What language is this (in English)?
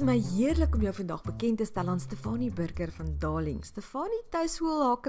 Afrikaans